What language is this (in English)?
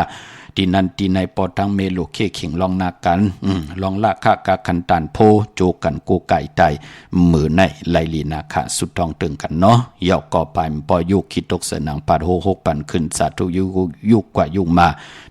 Shan